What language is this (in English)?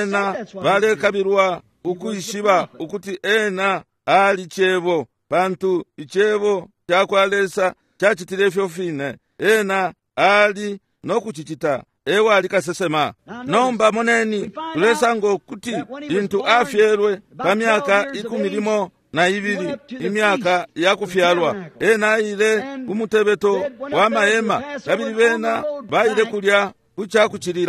Bemba